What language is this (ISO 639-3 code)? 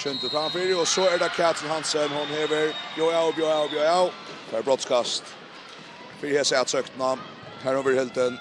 fao